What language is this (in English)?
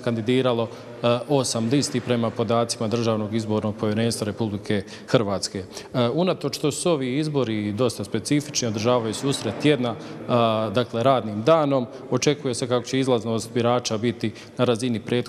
Croatian